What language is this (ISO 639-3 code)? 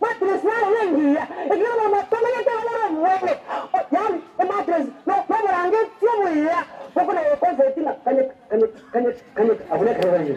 guz